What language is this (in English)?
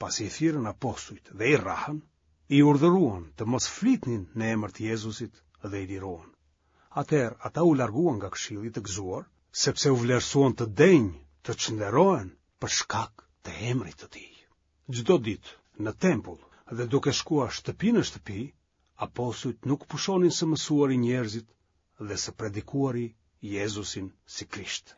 Albanian